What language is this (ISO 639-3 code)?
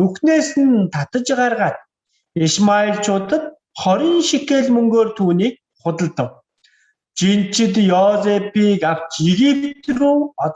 mon